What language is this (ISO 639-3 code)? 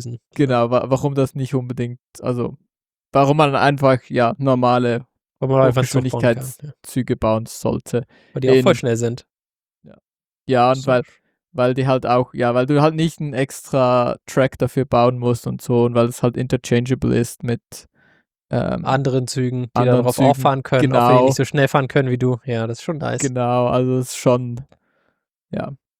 deu